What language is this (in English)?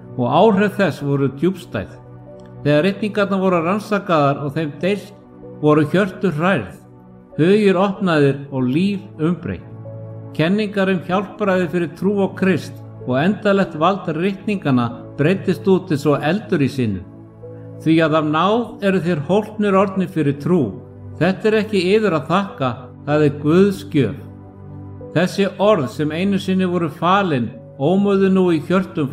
Icelandic